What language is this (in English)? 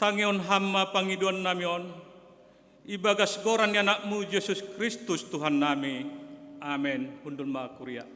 Batak Simalungun